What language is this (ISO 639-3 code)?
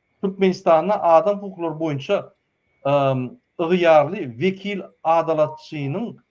tuk